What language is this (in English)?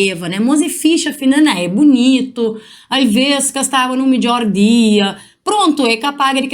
Kabuverdianu